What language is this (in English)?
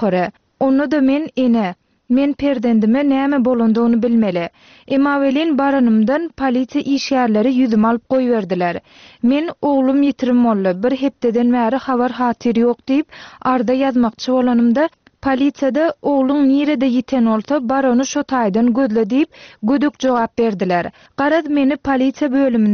Turkmen